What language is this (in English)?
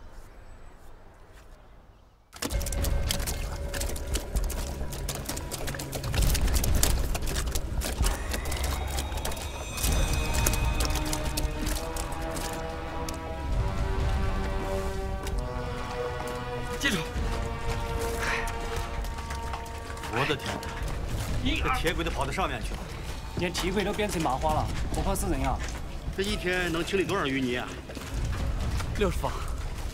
Chinese